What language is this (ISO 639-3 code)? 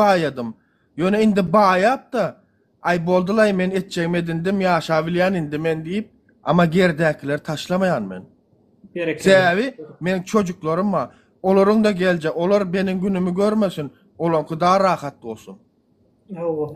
tuk